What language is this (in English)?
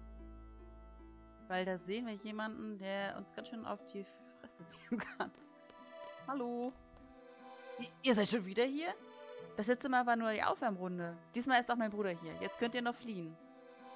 German